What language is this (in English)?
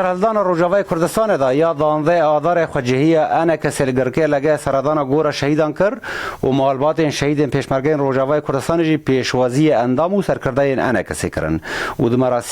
Kurdish